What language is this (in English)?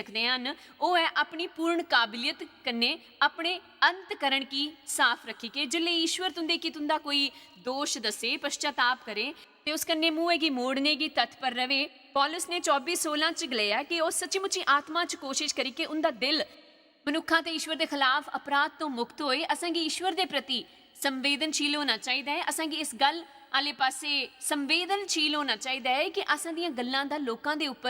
Dogri